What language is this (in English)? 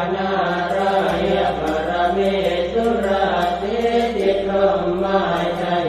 Pali